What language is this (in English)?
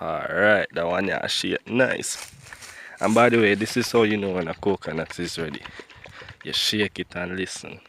Jamaican Creole English